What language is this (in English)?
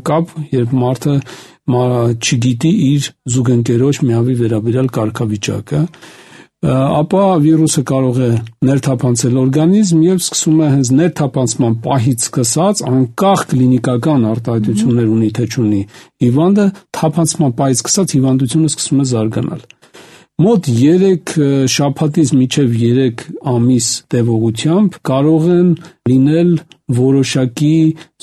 Armenian